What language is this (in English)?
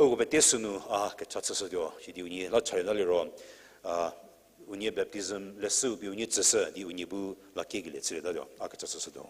Angami Naga